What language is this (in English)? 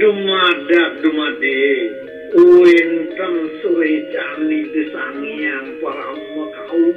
Balinese